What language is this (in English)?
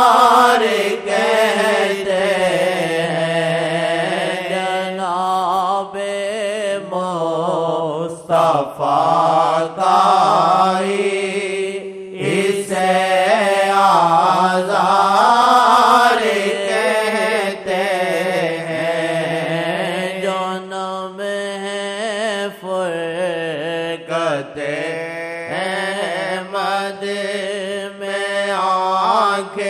Urdu